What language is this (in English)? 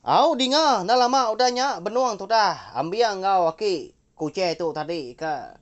Iban